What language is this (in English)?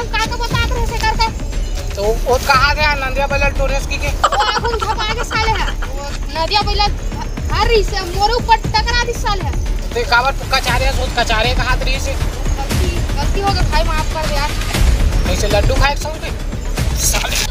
Chhattisgarhi